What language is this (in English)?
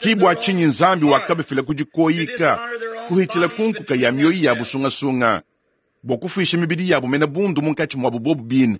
Luba-Lulua